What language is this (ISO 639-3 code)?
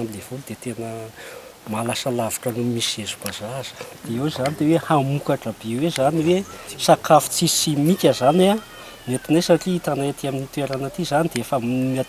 mlg